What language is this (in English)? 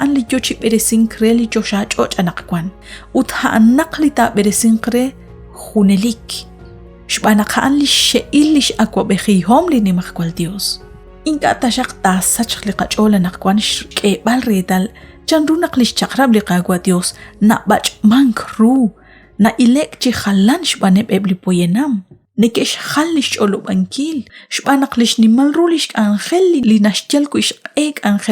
Kekchí